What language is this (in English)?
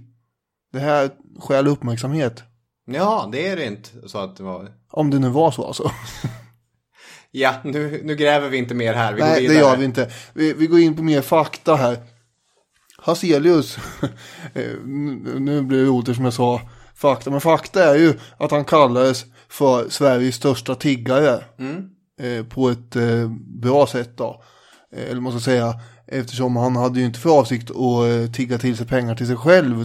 Swedish